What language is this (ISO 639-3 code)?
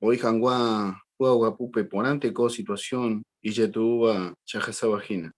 grn